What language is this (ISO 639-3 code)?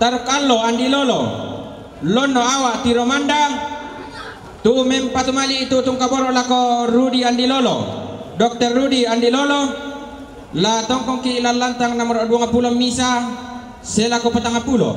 sda